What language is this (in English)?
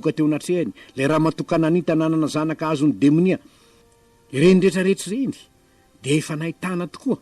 Malagasy